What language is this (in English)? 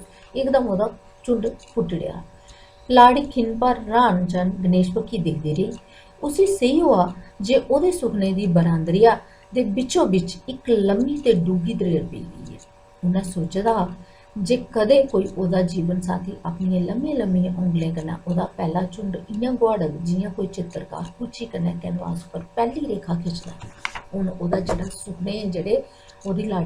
Dogri